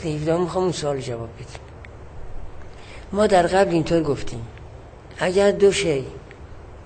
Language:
Persian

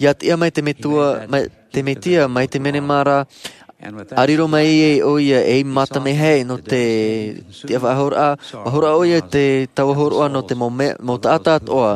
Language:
Tahitian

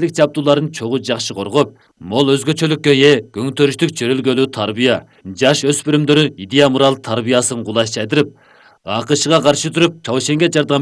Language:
Kyrgyz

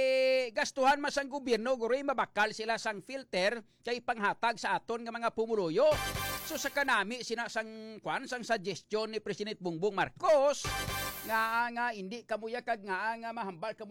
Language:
Hiligaynon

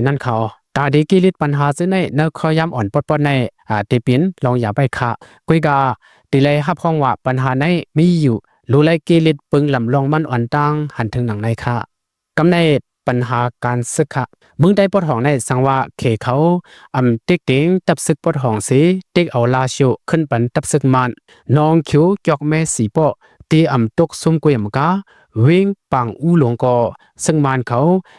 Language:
Shan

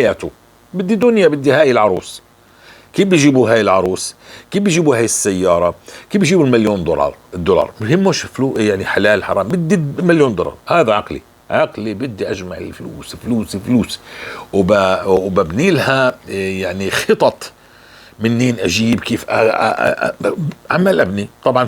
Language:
North Levantine Arabic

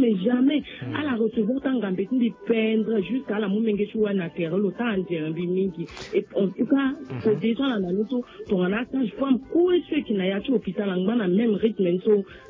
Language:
Sango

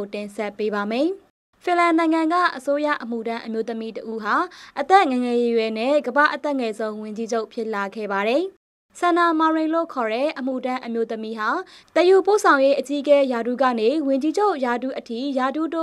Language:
Burmese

